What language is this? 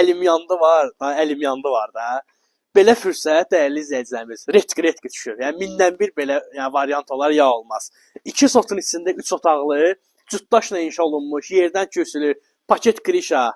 Azerbaijani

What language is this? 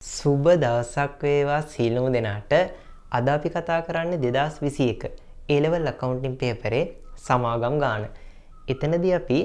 Sinhala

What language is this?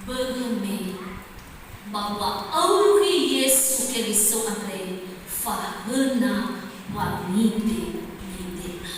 Nias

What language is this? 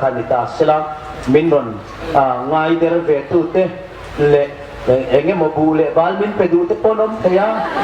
Hmar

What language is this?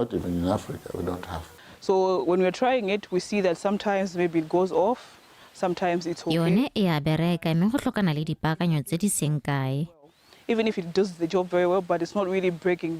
Tswana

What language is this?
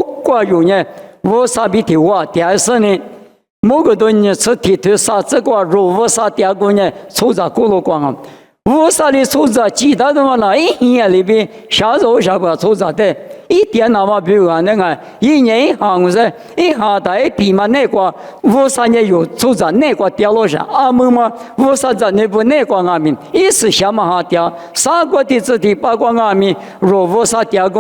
Lisu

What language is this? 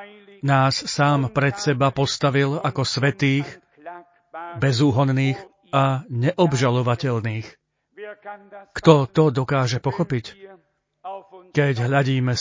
Slovak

